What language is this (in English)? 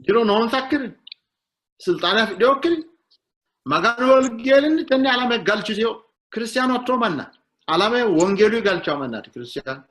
Sidamo